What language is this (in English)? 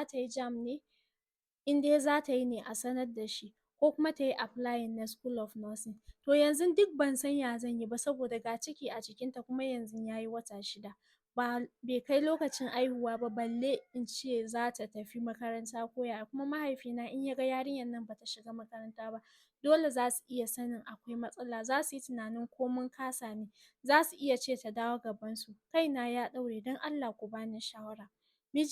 Hausa